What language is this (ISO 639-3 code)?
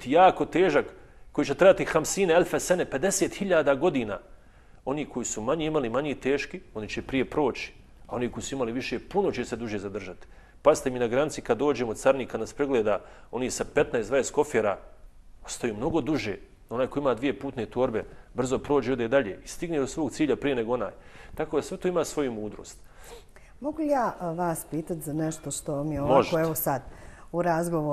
bos